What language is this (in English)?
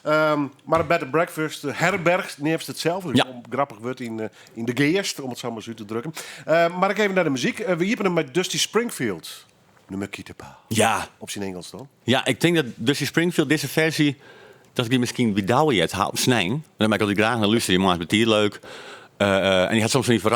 Western Frisian